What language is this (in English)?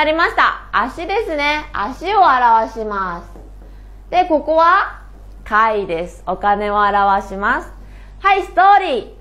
Japanese